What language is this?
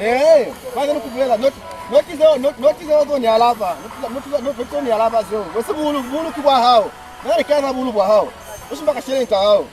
Lozi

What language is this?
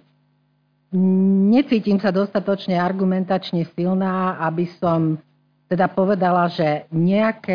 Slovak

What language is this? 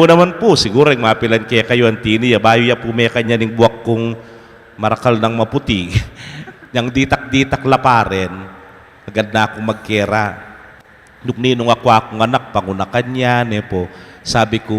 Pampanga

